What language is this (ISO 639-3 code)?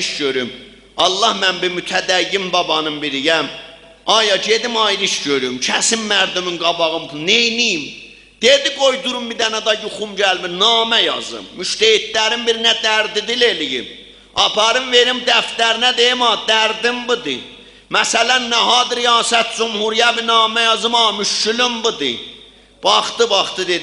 azb